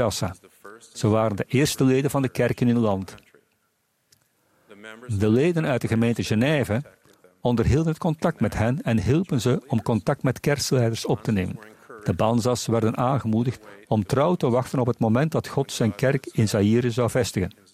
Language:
Dutch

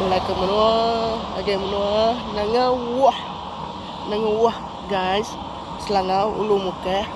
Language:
Iban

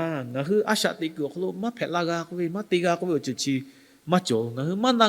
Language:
Lahu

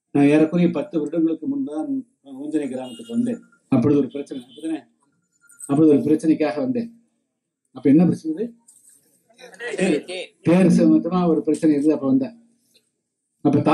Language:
Tamil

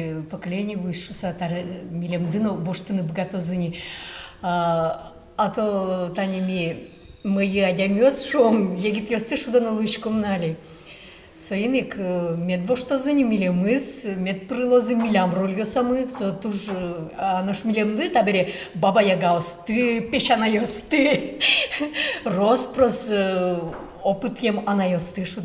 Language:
Udmurt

